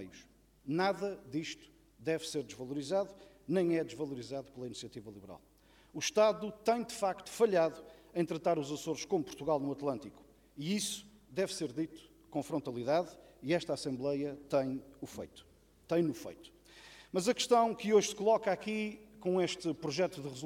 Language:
Portuguese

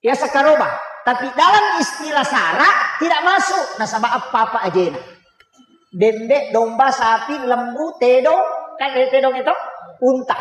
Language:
Buginese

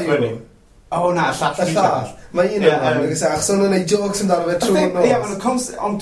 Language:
Welsh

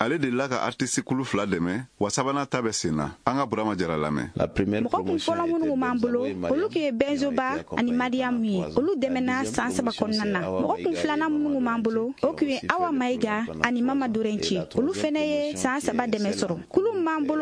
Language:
Bambara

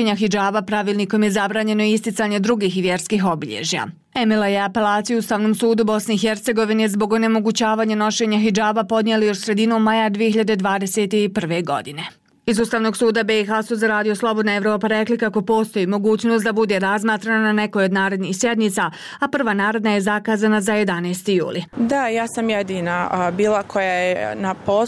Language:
Bosnian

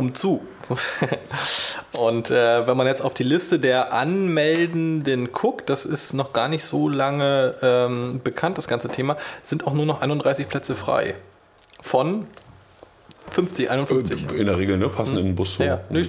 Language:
German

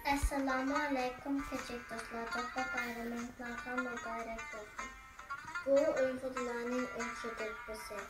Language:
Uyghur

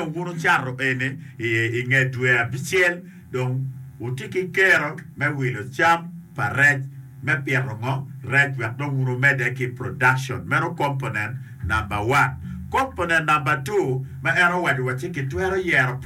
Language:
Acoli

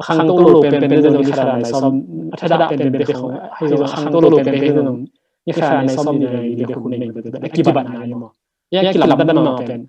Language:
Tedim Chin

